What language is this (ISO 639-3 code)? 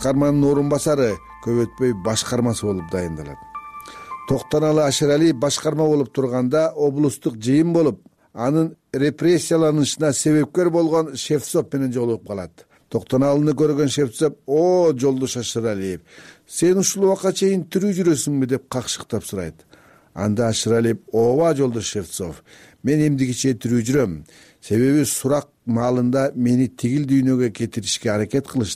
kir